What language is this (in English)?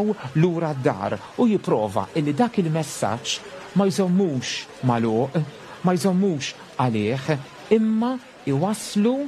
Maltese